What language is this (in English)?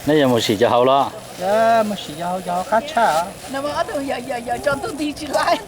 Hmong